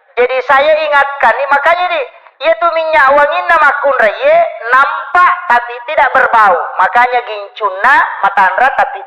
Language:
Buginese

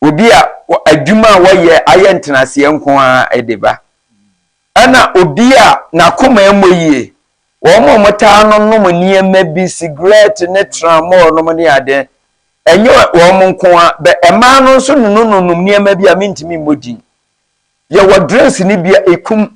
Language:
Akan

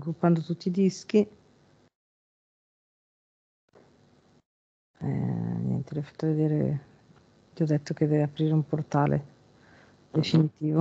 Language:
Italian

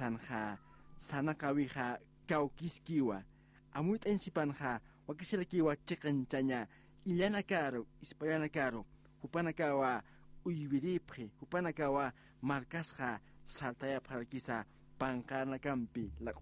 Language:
Aymara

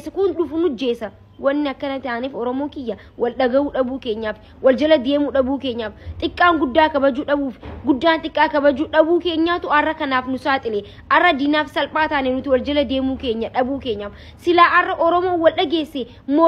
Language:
Oromo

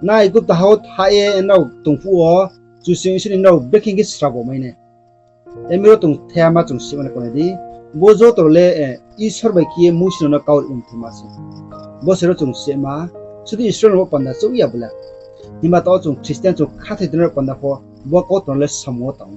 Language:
Riang (India)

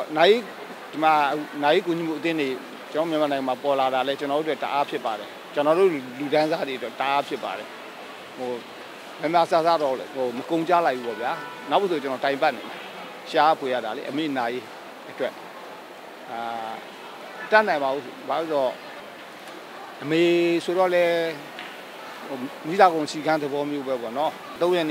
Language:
Burmese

